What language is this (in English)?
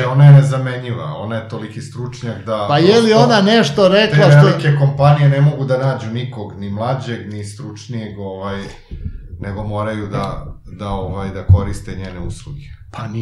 Serbian